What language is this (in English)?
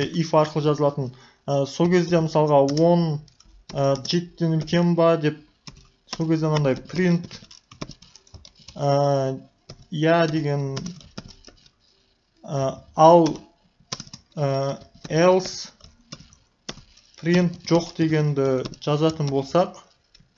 Kazakh